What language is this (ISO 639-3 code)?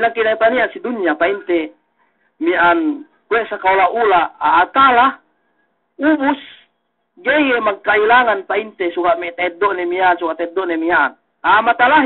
yka